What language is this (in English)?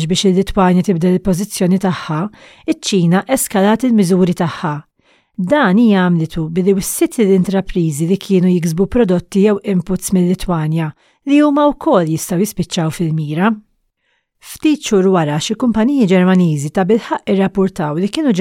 Maltese